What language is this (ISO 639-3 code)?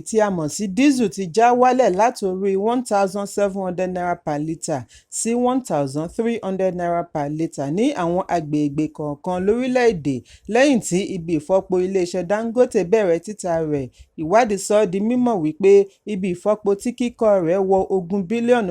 yor